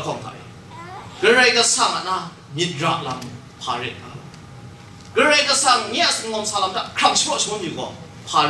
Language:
Kachin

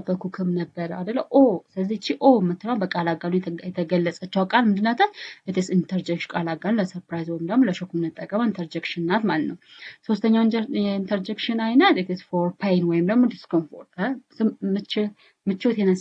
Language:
Amharic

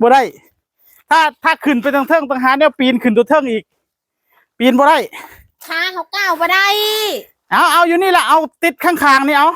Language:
Northeastern Thai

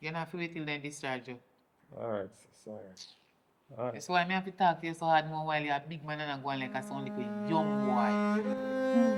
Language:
Jamaican Creole English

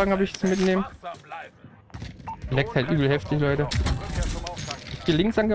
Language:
German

